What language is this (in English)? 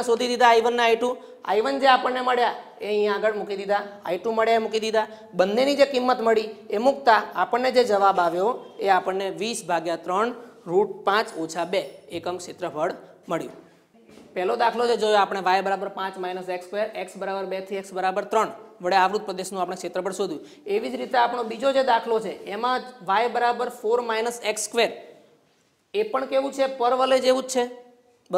Gujarati